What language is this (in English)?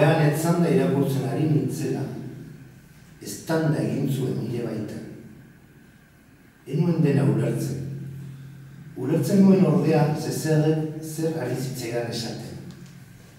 Basque